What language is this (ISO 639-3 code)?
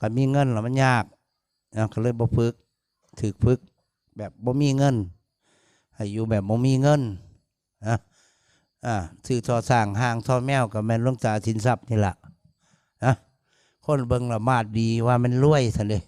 tts